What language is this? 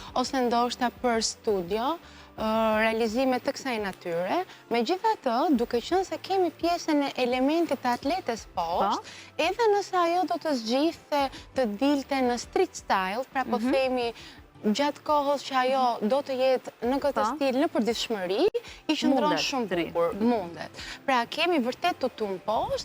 Albanian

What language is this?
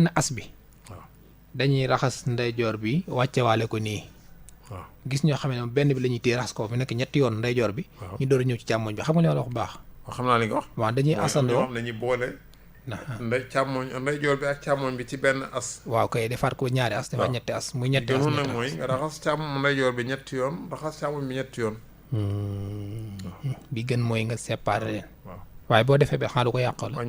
Wolof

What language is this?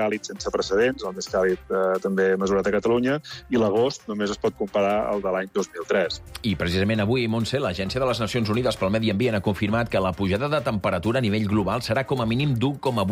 Catalan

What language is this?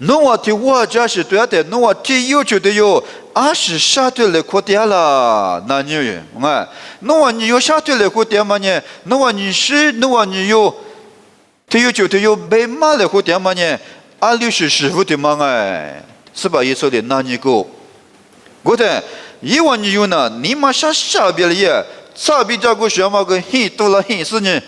Lisu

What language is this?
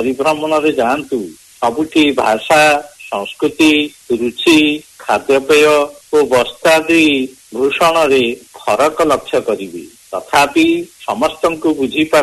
Odia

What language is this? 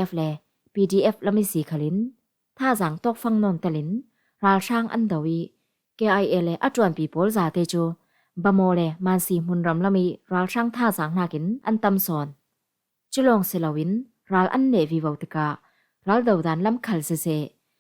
Falam Chin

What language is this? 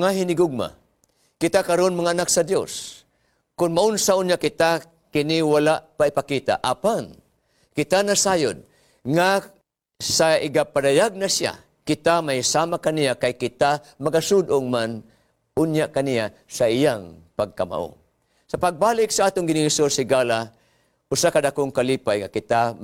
Cebuano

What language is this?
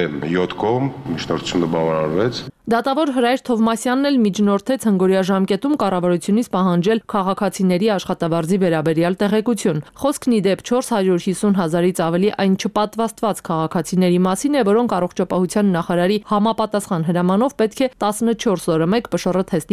Armenian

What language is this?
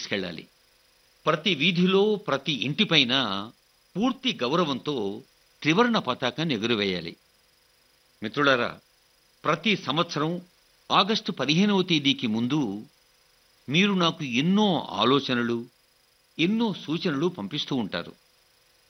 Telugu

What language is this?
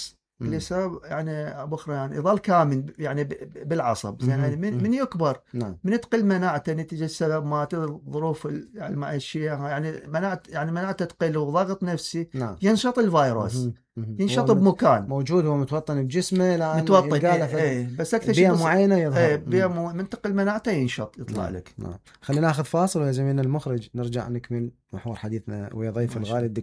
Mesopotamian Arabic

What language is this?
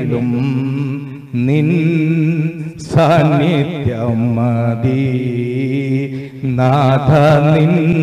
Malayalam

